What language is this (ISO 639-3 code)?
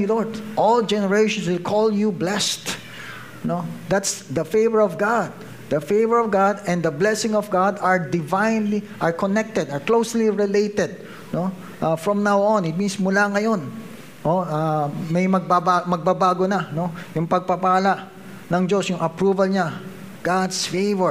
fil